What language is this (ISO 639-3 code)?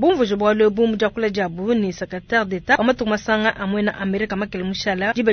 lua